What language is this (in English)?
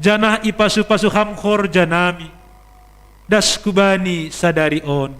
Batak Simalungun